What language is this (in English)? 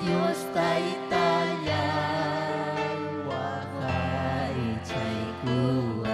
Ayacucho Quechua